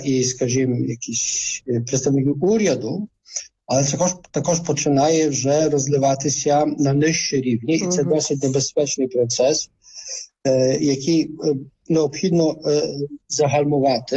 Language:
Ukrainian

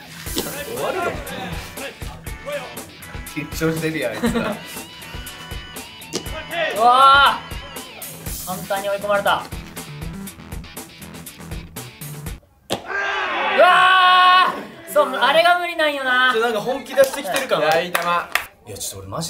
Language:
Japanese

